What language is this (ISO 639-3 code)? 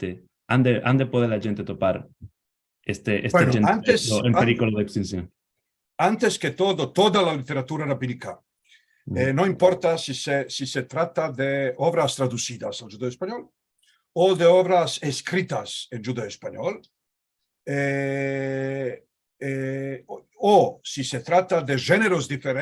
lad